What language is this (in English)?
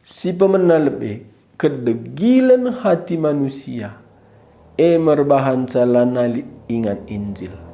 Batak Karo